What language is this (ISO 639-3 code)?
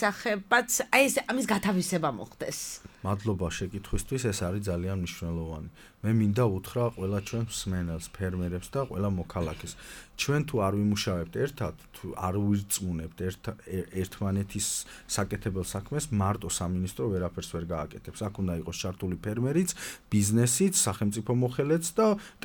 kat